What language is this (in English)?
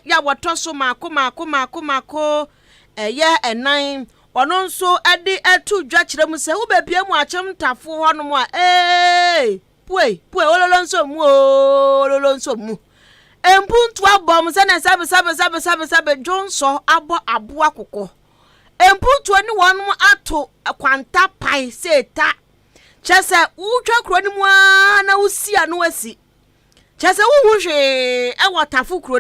Akan